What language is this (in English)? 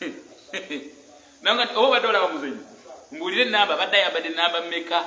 Ganda